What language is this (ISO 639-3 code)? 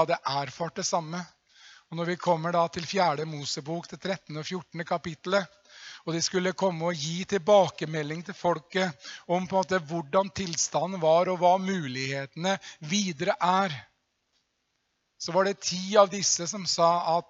nor